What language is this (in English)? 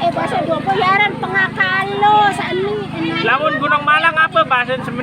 Sasak